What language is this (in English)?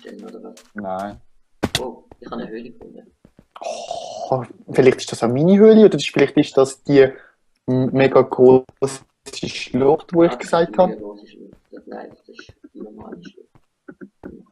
Swiss German